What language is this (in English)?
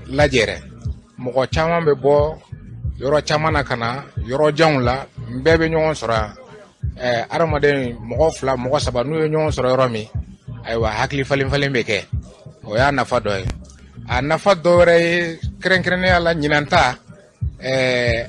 Bambara